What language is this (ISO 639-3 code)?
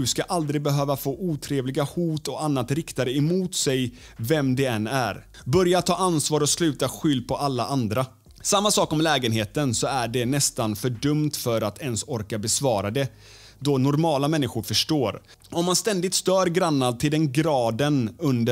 swe